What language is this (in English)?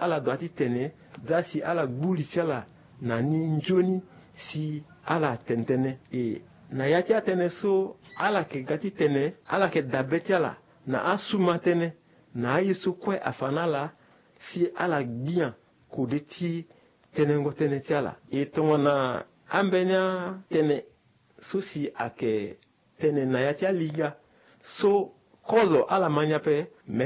Sango